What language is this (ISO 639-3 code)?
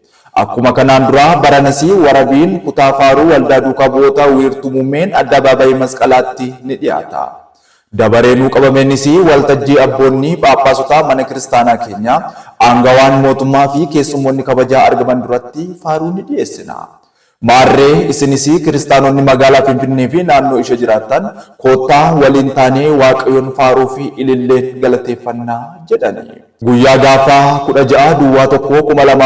orm